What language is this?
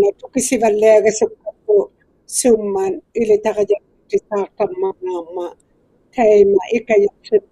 Inuktitut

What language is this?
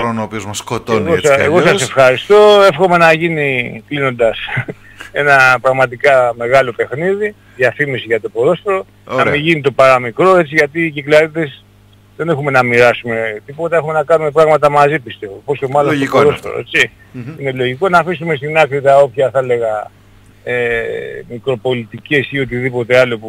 Greek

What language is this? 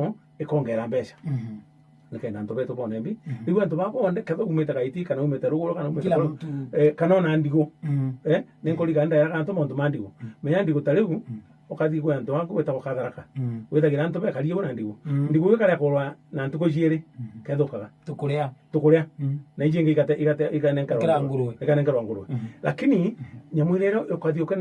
Meru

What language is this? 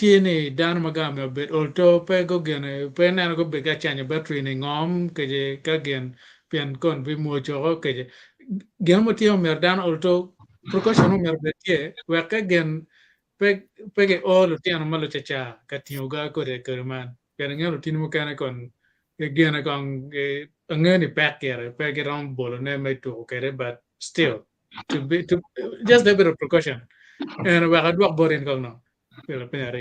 Acoli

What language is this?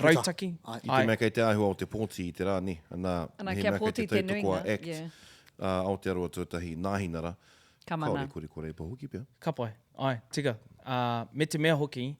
Māori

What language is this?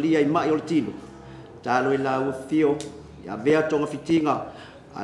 Samoan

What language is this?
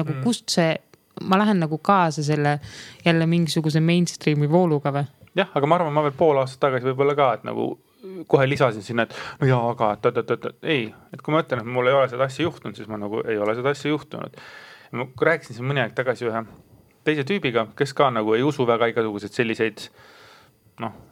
Estonian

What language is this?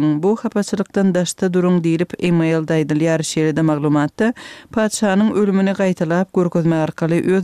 Turkmen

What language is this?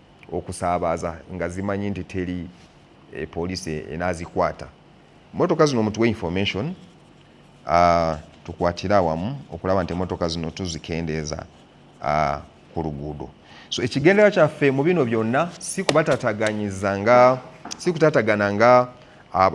Ganda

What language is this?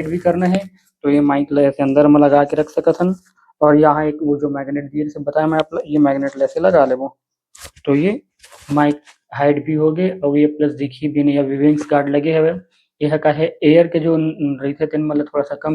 Chhattisgarhi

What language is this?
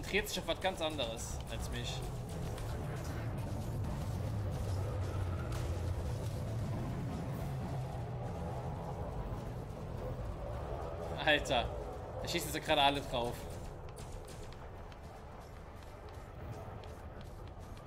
German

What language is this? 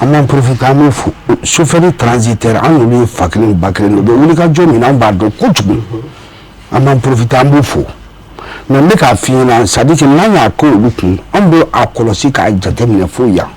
Bambara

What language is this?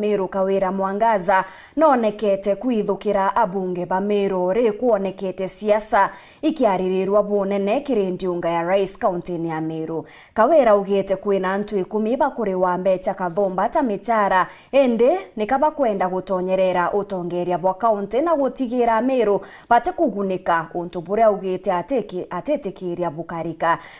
Meru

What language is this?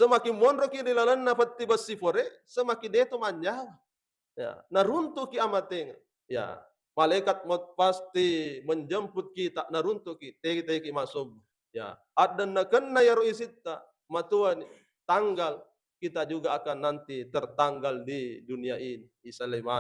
Buginese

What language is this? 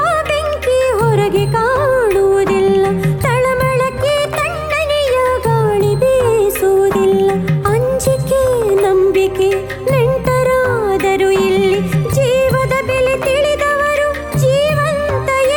Kannada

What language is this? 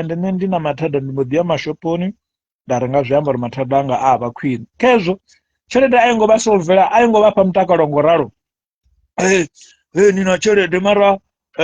Venda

